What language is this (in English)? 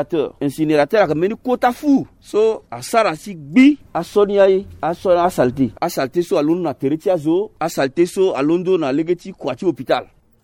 Sango